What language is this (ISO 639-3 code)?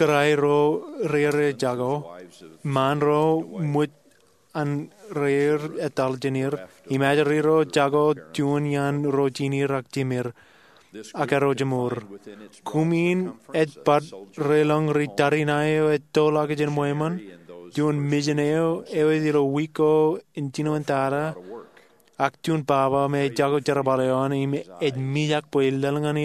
mah